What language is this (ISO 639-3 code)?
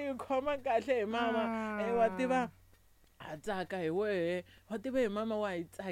tso